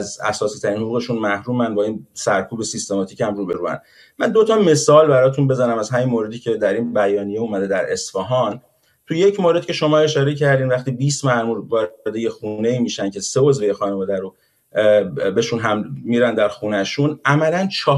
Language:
Persian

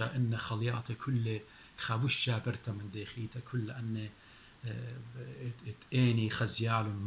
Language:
Assyrian Neo-Aramaic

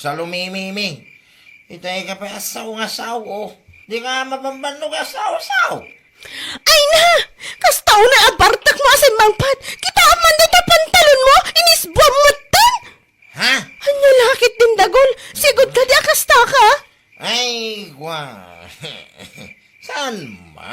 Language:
Iloko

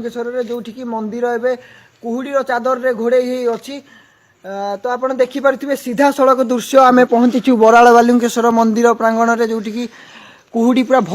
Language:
Odia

